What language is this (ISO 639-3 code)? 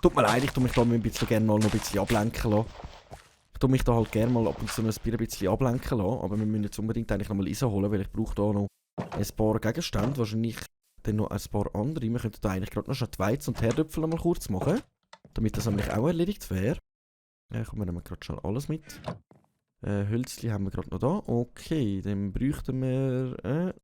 gsw